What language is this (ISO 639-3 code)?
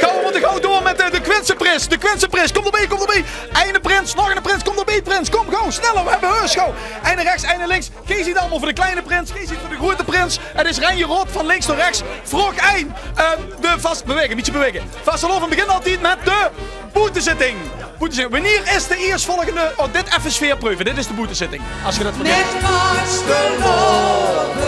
lim